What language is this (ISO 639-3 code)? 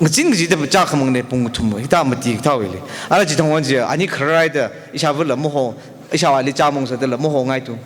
nmf